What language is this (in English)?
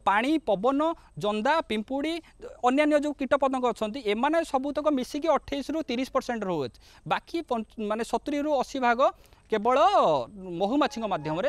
Odia